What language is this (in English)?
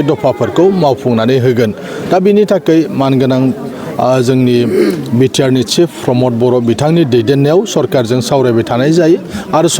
Bodo